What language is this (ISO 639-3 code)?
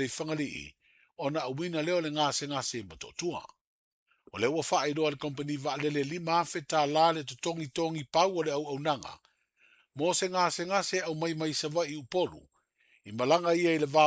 smo